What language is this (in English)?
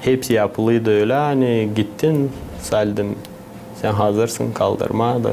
Gagauz